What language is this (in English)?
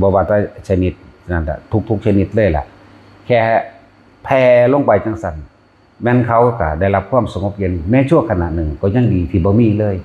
Northeastern Thai